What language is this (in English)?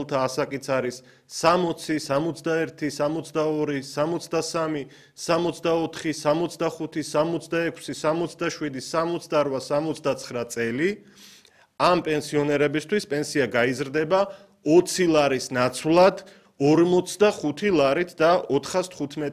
Georgian